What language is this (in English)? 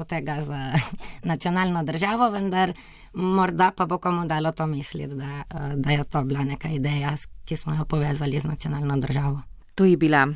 Slovenian